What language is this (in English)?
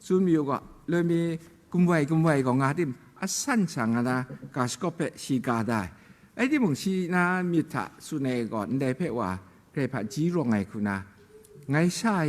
Kachin